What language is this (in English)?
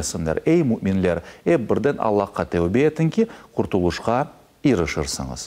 Crimean Tatar